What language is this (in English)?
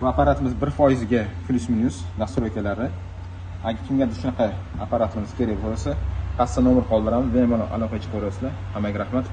Uzbek